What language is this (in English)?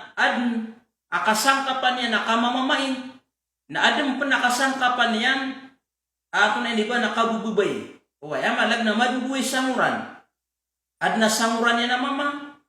Maranao